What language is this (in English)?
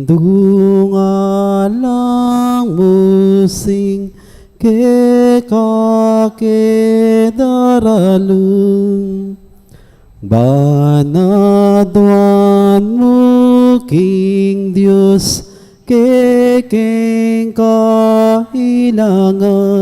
Pampanga